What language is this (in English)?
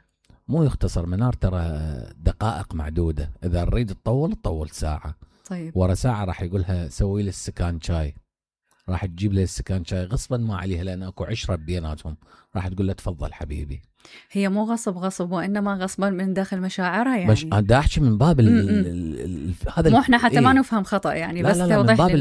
Mesopotamian Arabic